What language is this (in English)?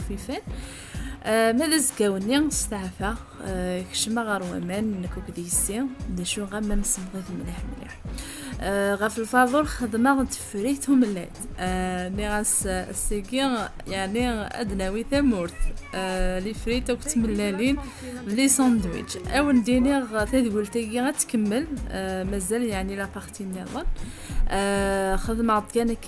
Kabyle